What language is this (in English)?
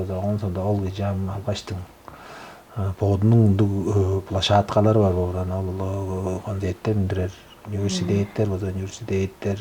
Tuvinian